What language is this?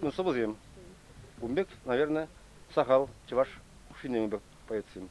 Chuvash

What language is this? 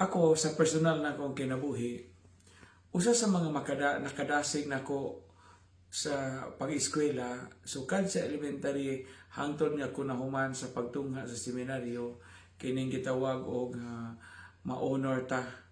Cebuano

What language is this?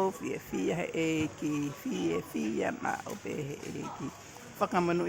Tongan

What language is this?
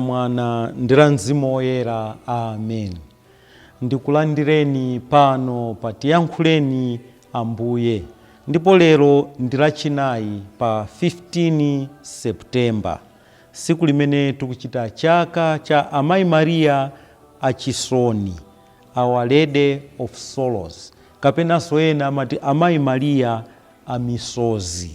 Nyanja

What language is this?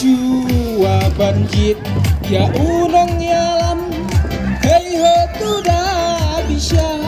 Khasi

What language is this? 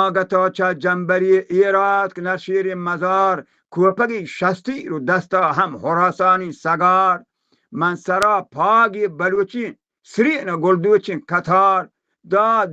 Baluchi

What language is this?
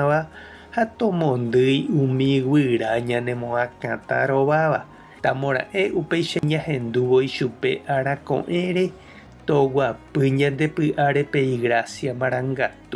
Guarani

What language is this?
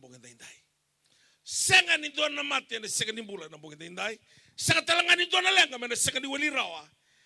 Fijian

